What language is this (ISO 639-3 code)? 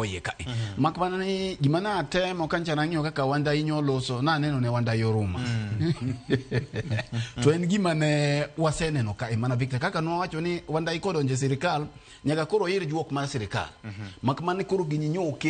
luo